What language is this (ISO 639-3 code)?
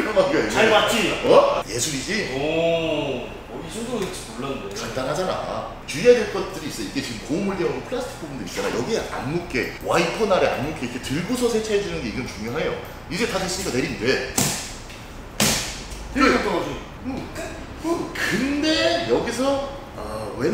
kor